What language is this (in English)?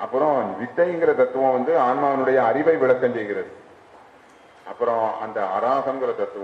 Tamil